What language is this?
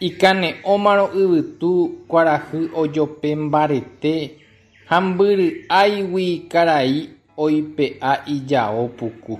Guarani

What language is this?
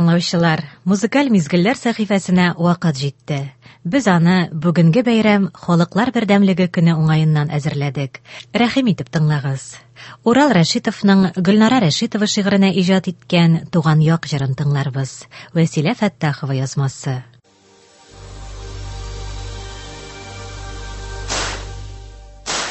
Tatar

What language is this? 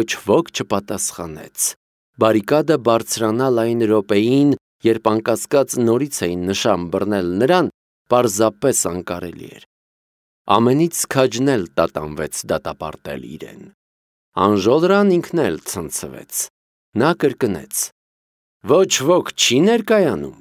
Armenian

